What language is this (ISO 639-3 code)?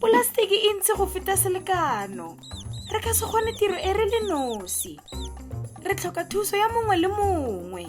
tsn